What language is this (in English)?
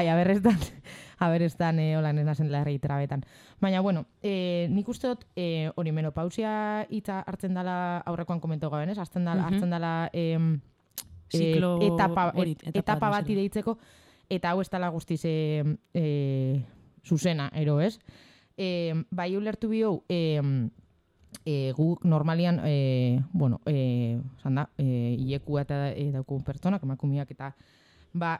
Basque